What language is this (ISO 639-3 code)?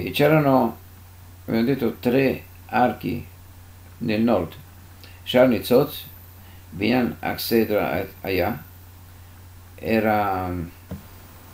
ita